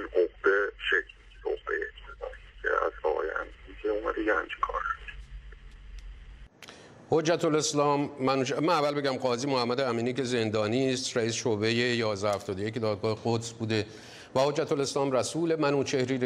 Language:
Persian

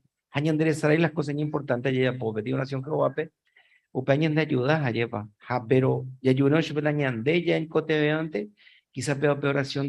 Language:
Guarani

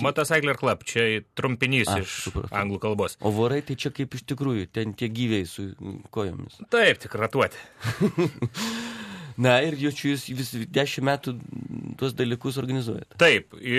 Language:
Lithuanian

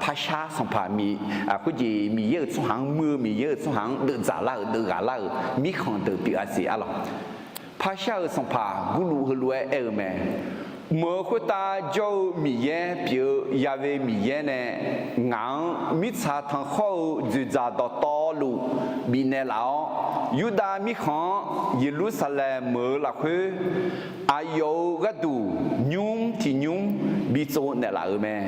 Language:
Akha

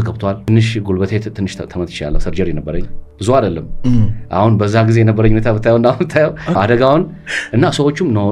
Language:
Amharic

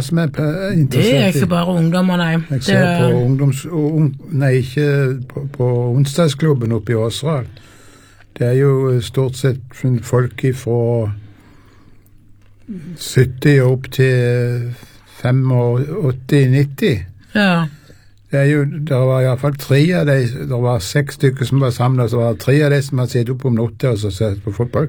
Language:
Norwegian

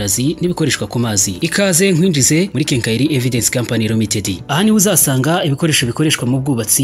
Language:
Kinyarwanda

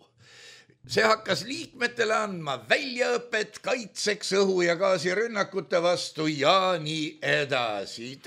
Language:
Estonian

